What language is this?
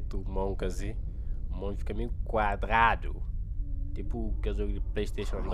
Kabuverdianu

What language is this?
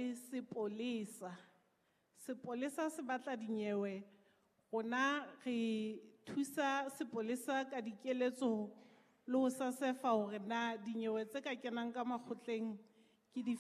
Southern Sotho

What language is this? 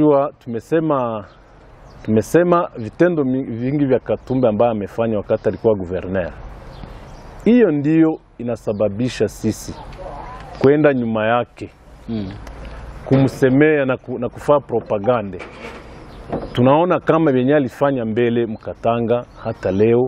Swahili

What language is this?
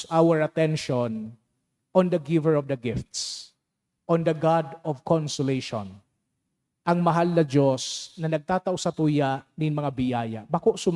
Bikol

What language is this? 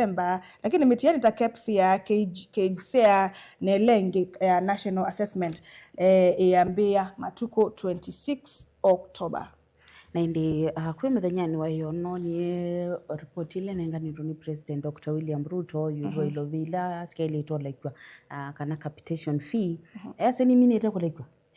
Kamba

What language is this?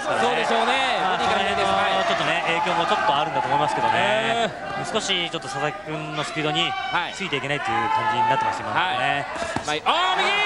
Japanese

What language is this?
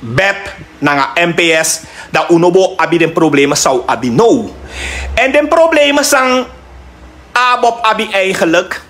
Sranan Tongo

